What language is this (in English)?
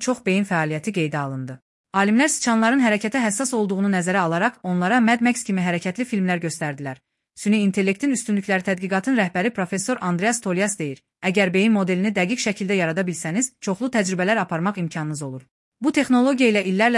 Azerbaijani